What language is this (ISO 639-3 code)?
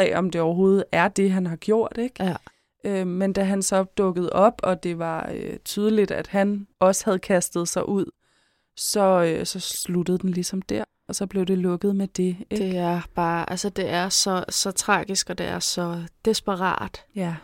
dan